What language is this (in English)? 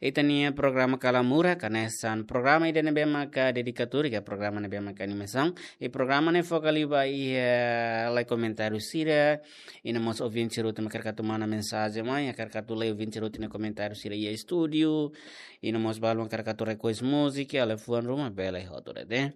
Tetum